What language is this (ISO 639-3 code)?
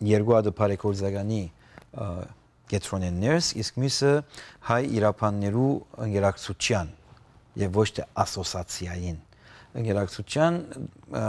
hyw